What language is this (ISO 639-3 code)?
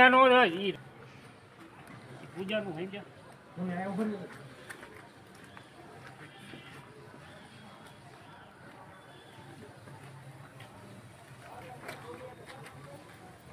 guj